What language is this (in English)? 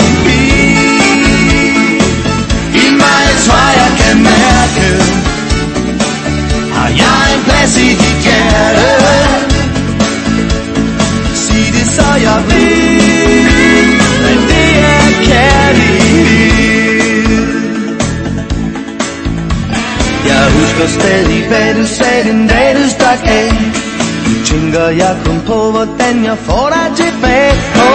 Danish